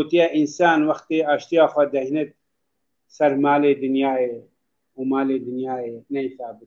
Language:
Kurdish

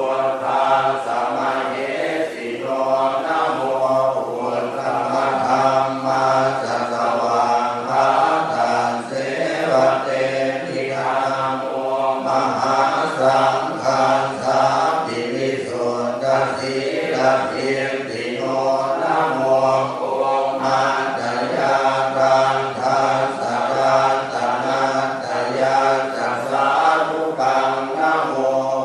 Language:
Pali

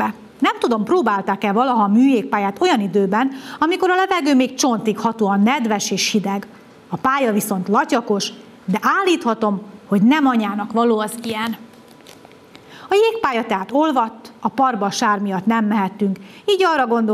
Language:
Hungarian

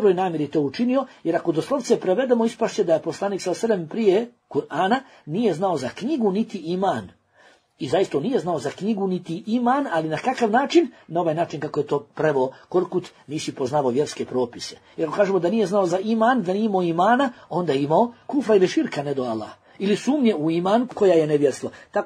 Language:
Bosnian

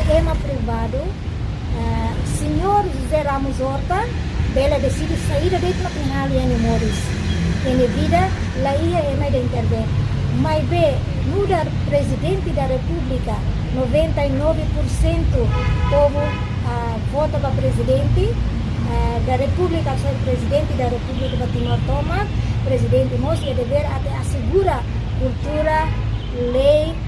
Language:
Tetum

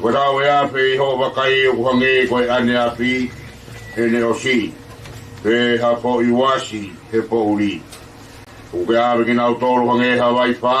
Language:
Tongan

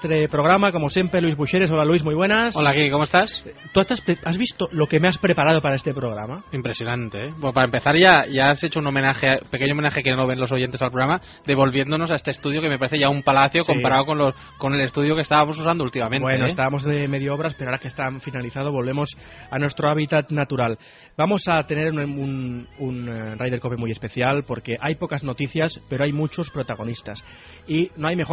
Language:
Spanish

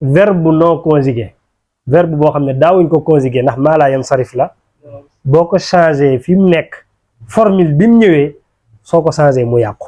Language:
Wolof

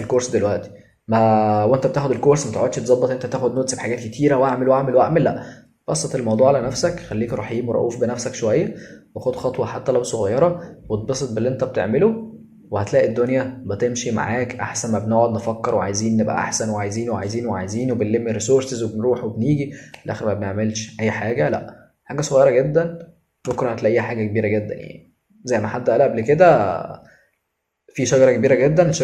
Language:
Egyptian Arabic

